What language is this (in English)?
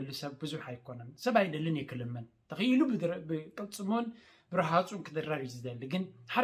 Tigrinya